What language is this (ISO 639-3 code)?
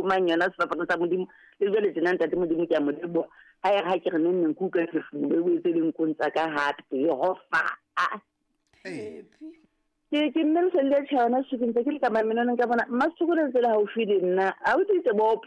sot